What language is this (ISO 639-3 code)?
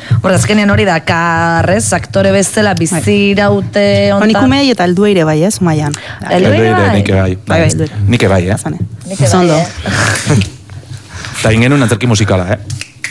eus